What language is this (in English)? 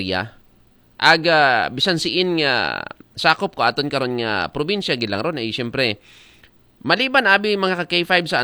Aklanon